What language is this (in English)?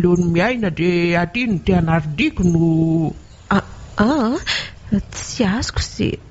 Malagasy